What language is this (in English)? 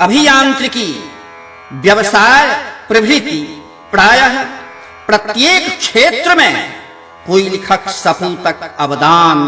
Maithili